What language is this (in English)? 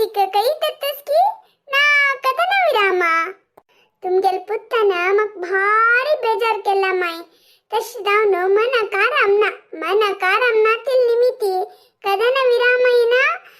Konkani